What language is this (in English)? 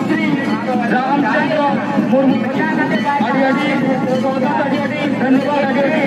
Santali